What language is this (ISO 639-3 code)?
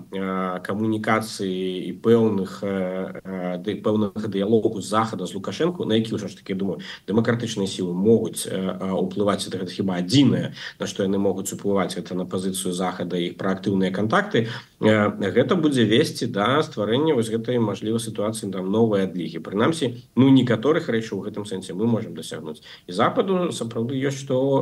bel